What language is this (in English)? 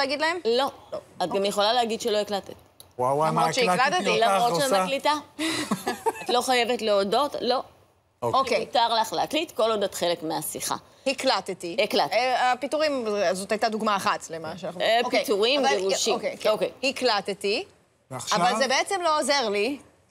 Hebrew